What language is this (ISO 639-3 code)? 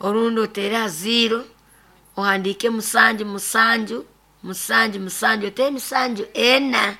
nyn